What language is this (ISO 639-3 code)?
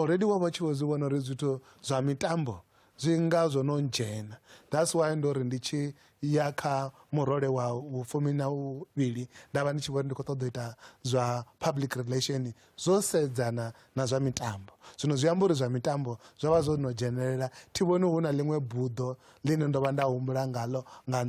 ven